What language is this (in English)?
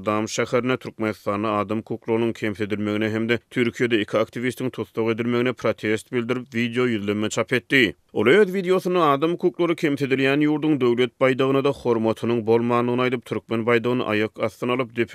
Turkmen